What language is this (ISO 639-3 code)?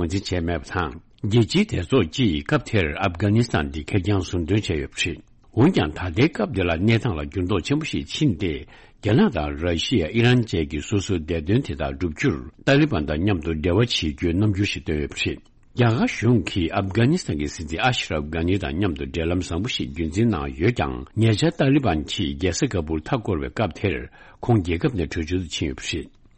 bod